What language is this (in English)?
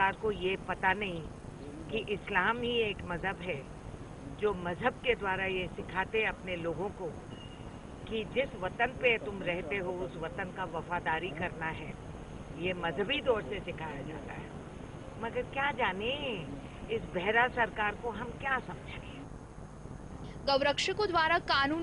Gujarati